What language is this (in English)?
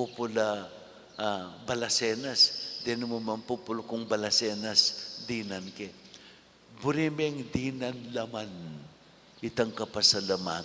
Pampanga